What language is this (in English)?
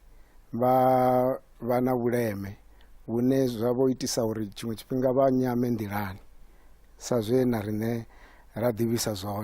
Venda